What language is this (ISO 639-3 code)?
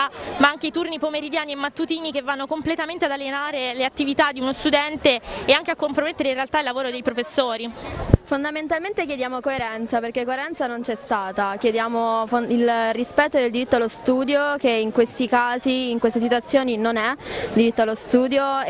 ita